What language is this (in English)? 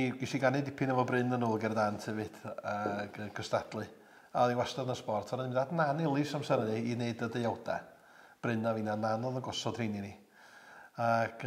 Welsh